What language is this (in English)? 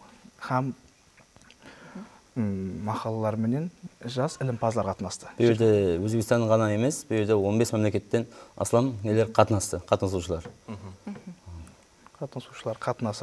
Kara-Kalpak